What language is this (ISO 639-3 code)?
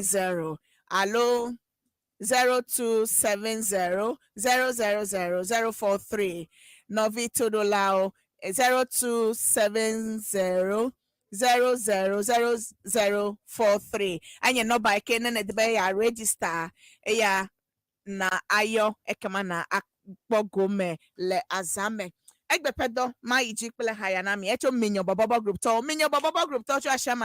ewe